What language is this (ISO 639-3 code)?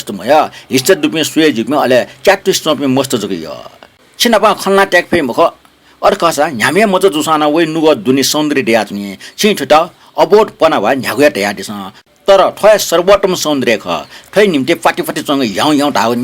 new